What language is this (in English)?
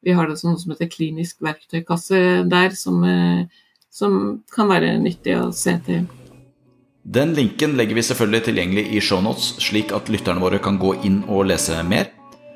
Norwegian